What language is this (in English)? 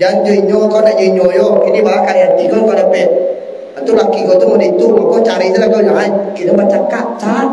Minangkabau